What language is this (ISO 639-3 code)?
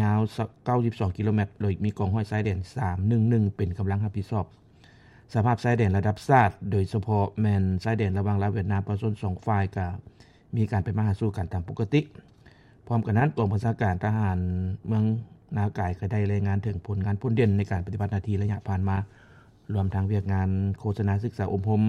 lao